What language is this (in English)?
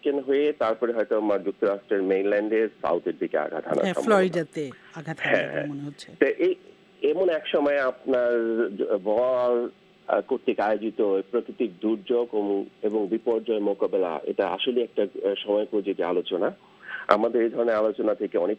Bangla